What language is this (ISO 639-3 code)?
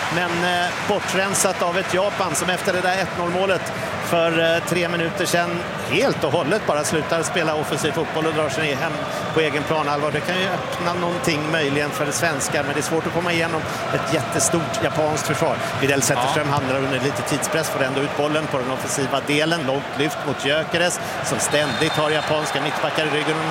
swe